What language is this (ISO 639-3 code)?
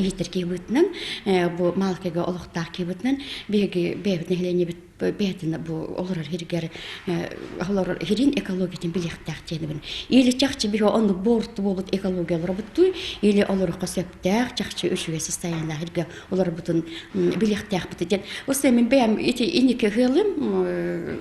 sah